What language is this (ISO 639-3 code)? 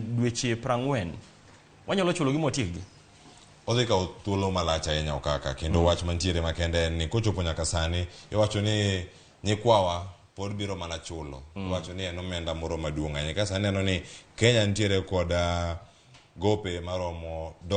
luo